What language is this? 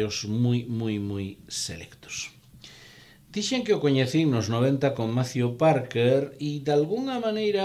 Galician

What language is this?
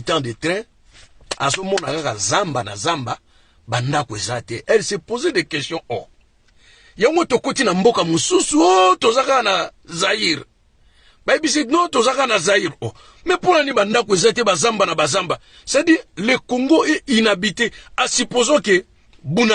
Lingala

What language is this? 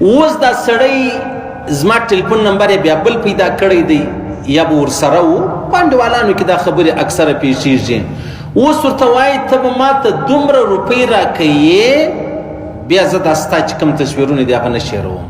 Pashto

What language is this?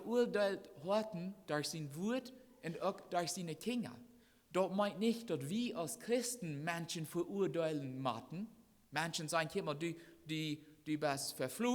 Plautdietsch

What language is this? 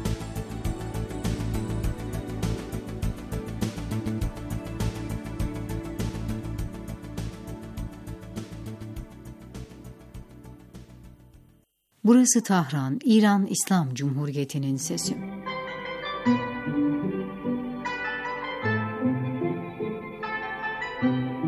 Turkish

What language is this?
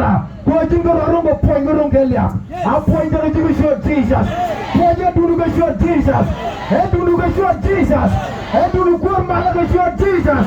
Nuer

